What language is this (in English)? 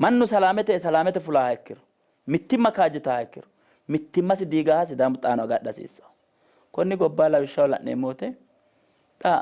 Sidamo